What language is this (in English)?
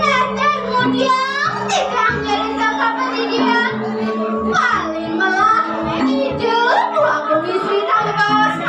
Balinese